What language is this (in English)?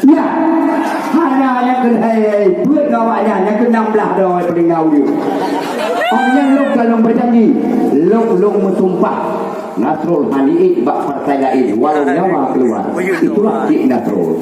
Achinese